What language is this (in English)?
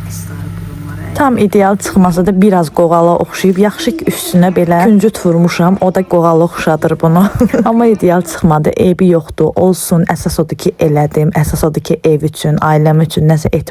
Azerbaijani